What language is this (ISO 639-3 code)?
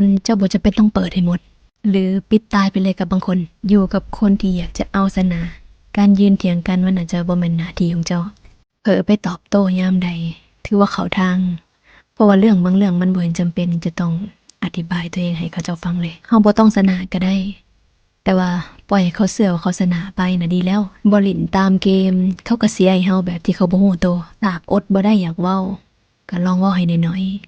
lao